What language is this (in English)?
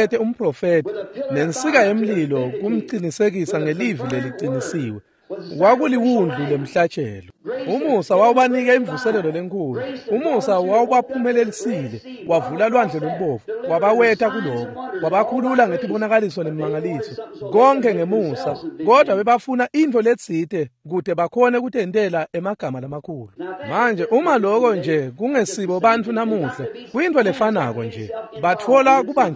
Swati